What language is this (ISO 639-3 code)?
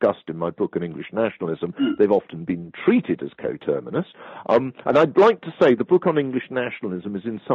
eng